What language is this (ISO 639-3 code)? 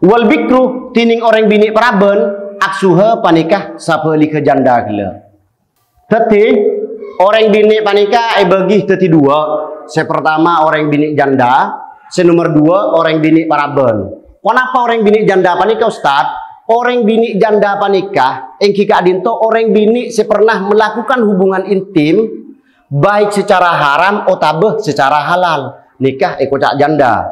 mad